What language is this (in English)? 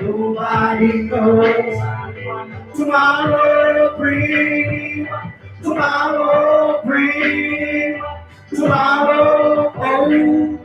Jamaican Creole English